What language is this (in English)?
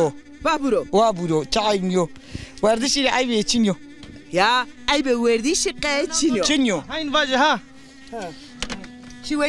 Zaza